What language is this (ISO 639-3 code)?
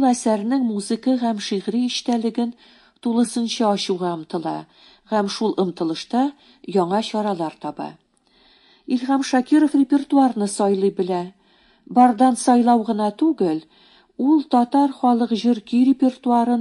tat